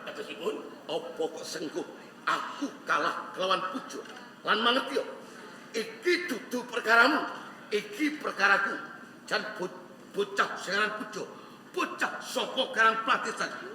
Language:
Javanese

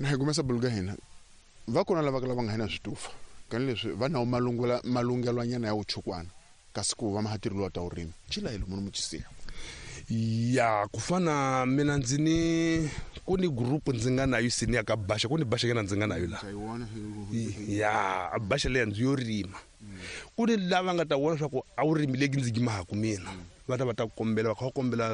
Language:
Tsonga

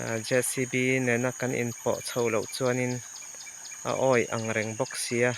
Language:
Mizo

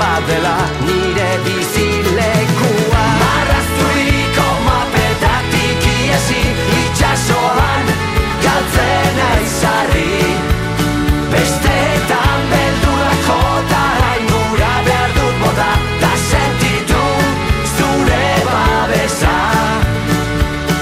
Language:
Basque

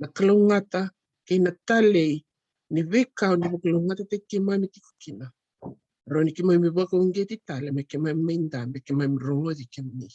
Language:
Fijian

